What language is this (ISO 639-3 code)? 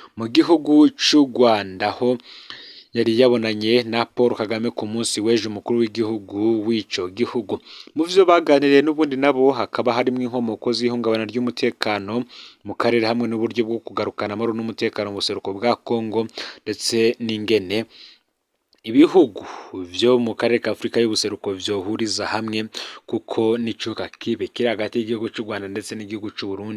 run